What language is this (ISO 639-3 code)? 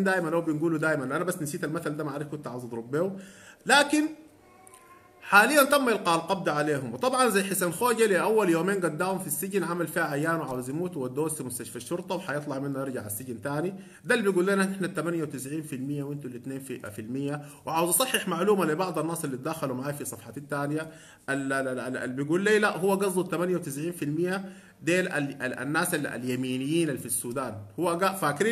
apd